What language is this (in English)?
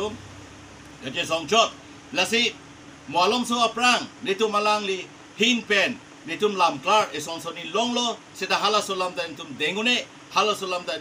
Karbi